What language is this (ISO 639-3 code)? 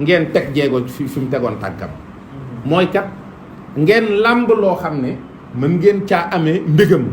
wol